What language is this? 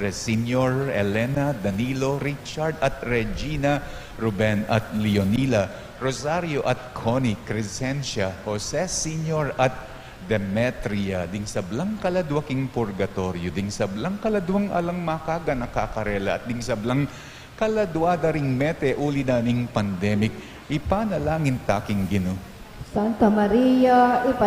Pampanga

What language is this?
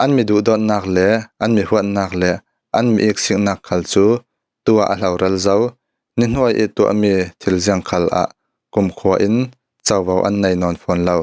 Falam Chin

